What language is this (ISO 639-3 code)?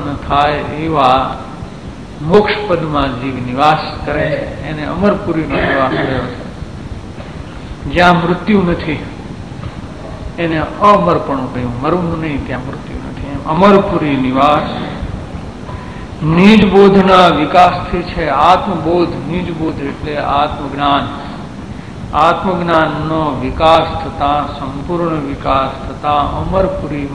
guj